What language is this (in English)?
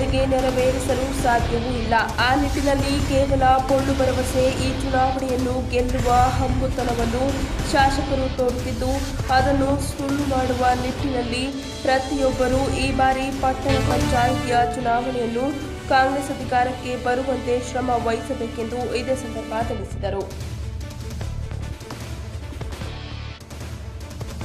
Kannada